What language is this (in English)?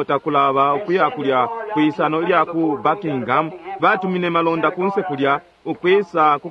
Bemba